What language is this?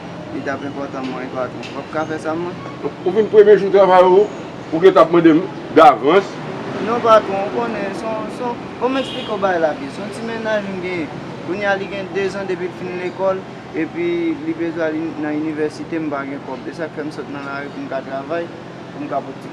Haitian Creole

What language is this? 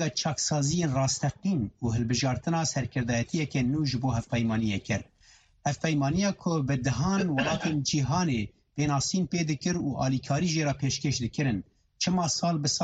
Kurdish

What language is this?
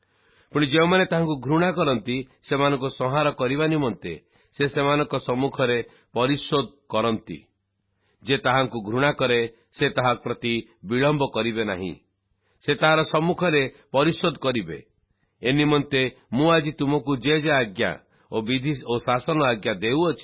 Odia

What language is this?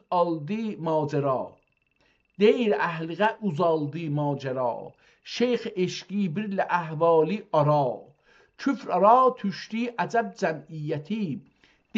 South Azerbaijani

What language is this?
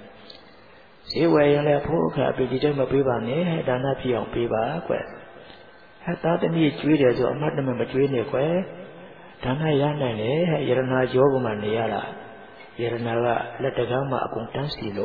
Burmese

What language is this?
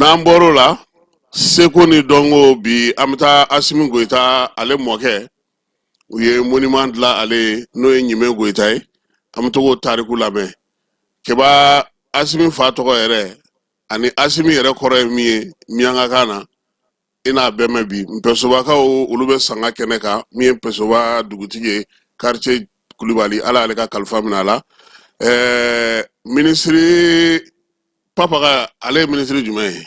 Bambara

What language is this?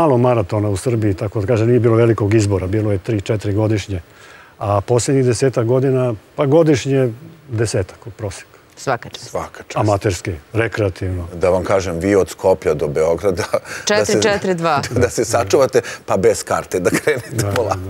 Serbian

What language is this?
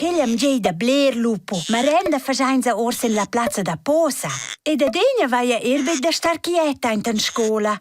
Romansh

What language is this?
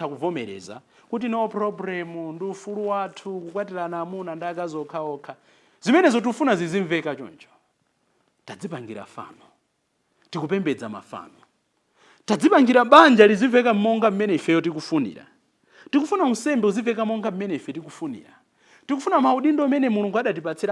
Nyanja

